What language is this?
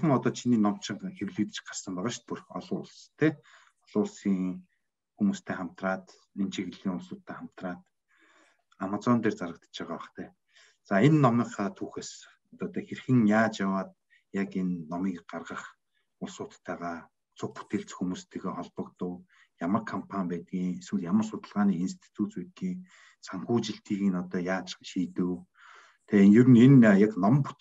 Mongolian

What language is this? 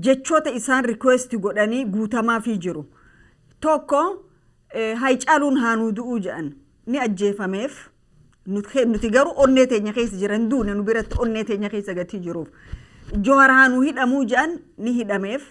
Oromo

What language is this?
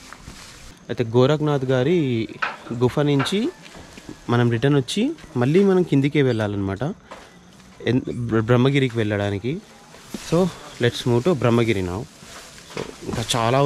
Telugu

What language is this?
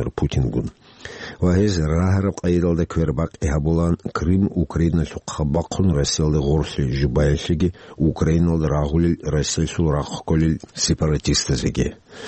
Avaric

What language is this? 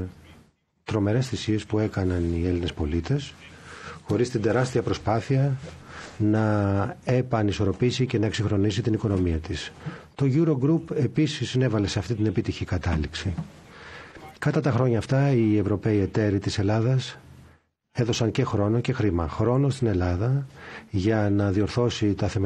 Greek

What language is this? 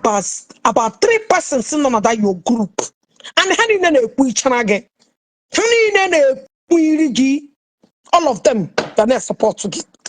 Igbo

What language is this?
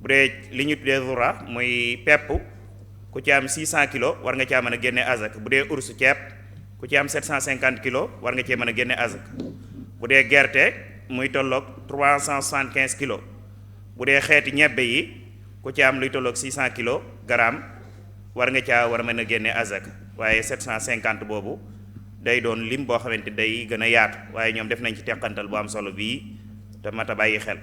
Wolof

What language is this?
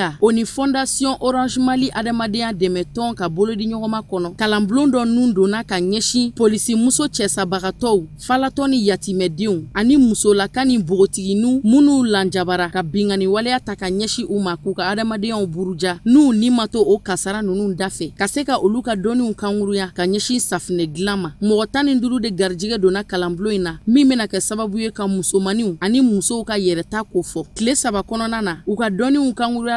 Bambara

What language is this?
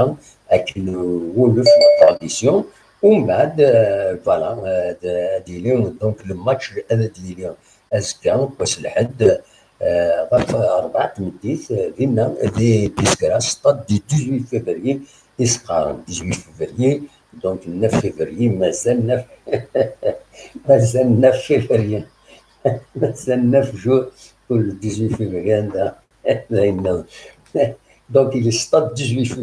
Kabyle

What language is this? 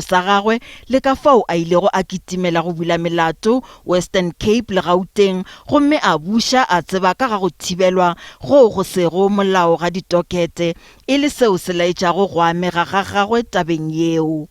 Northern Sotho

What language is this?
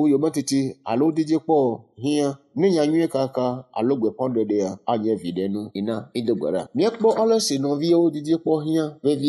Ewe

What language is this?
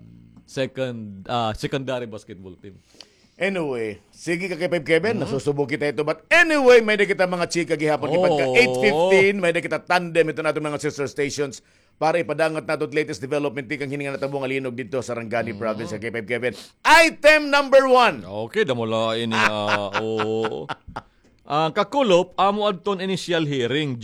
Waray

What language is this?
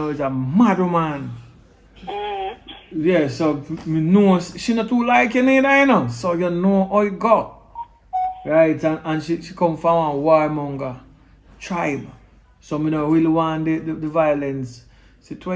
Jamaican Creole English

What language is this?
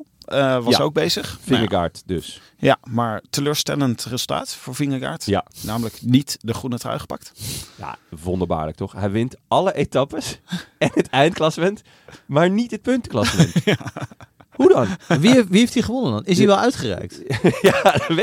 Dutch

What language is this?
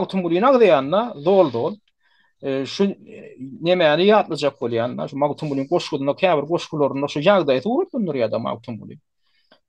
Turkmen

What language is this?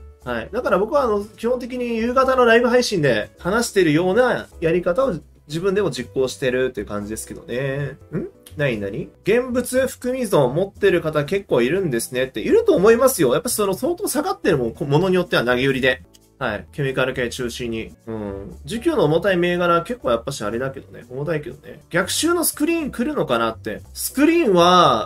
Japanese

